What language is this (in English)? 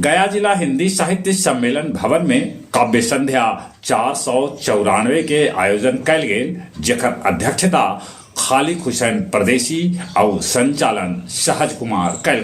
Magahi